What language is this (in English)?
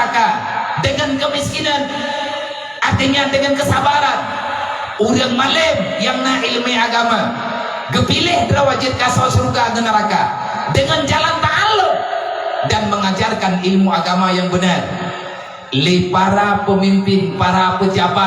Achinese